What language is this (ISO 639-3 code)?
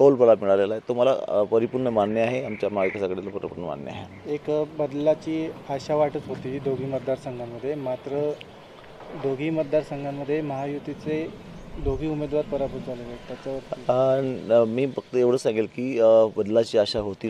mar